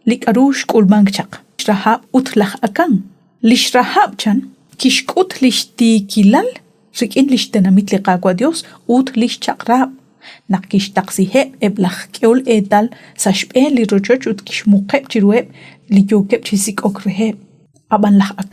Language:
Kekchí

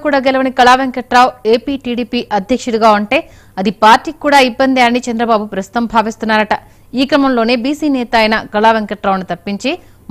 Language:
Telugu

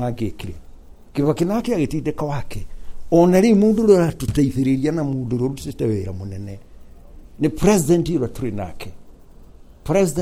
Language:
Kikuyu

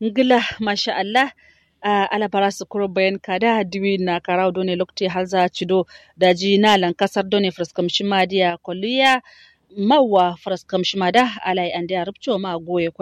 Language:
Kanuri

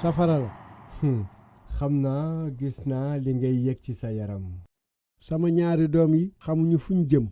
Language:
Wolof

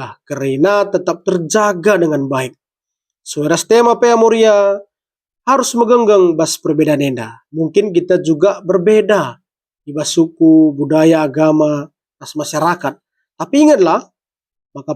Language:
Batak Karo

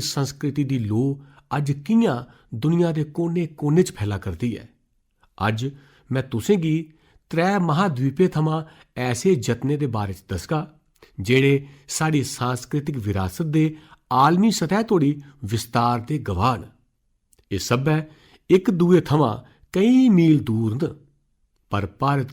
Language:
Dogri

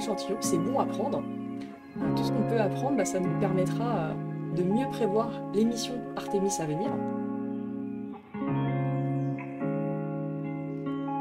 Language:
French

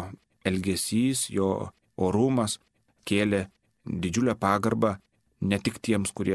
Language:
Lithuanian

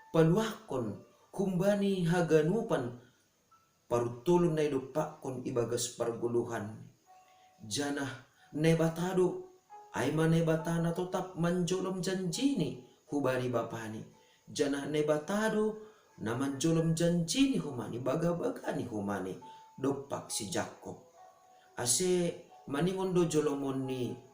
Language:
Batak Simalungun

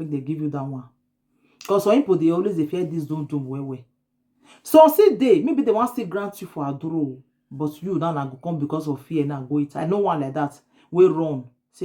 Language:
Nigerian Pidgin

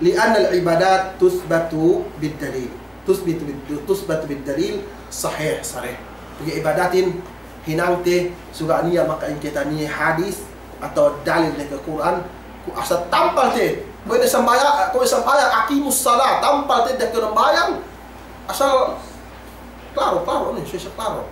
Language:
Yakan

